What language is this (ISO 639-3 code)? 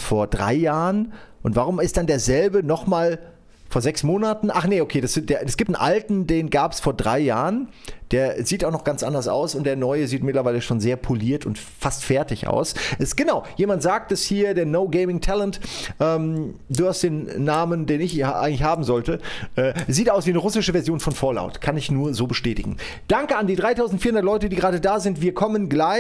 deu